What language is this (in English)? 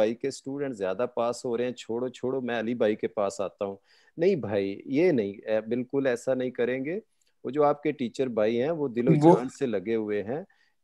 Punjabi